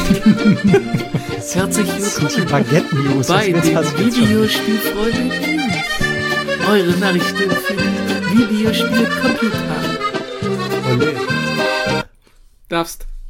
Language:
German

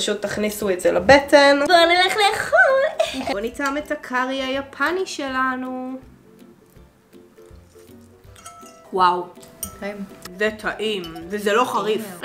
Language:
Hebrew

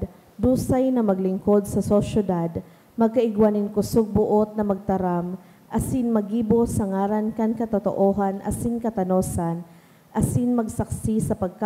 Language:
Bikol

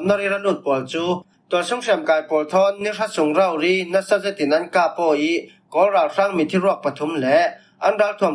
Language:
Falam Chin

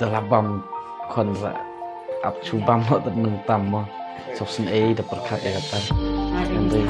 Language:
Khasi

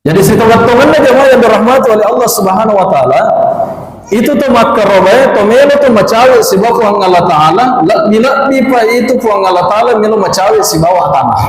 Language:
Buginese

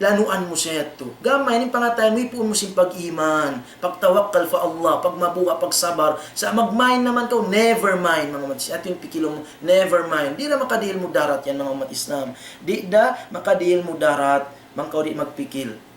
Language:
Tausug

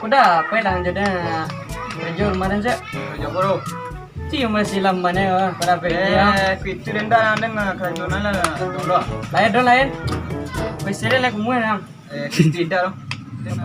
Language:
Minangkabau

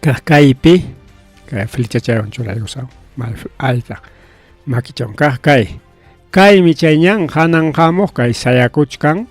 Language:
Ayacucho Quechua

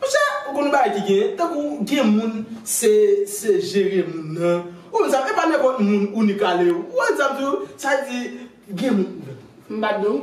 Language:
Haitian Creole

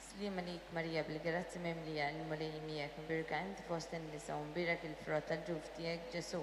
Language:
Maltese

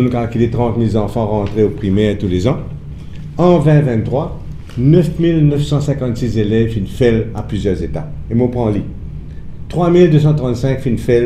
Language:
Morisyen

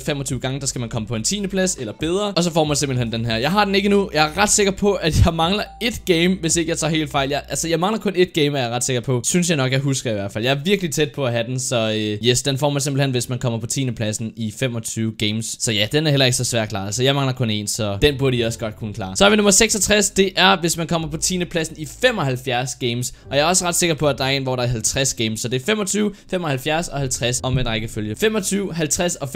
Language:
Danish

